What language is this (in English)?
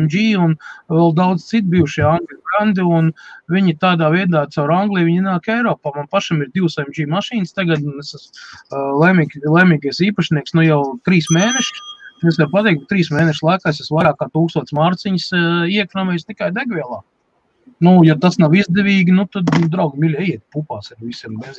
Latvian